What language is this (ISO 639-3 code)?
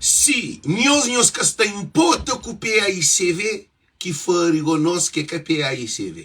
kea